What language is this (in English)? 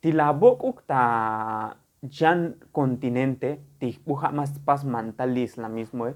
Tzotzil